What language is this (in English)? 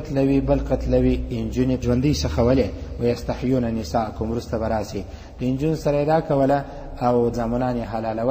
Pashto